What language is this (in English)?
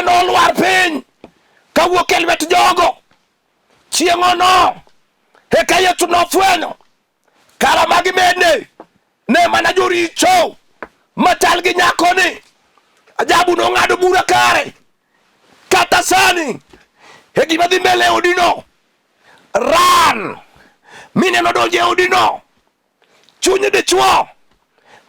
Luo (Kenya and Tanzania)